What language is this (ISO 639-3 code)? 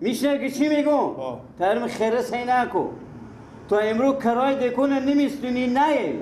fas